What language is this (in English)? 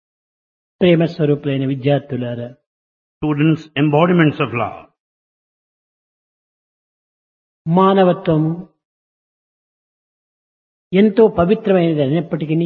Telugu